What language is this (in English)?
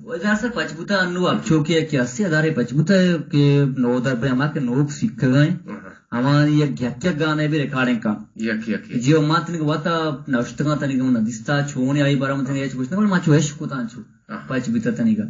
Eastern Balochi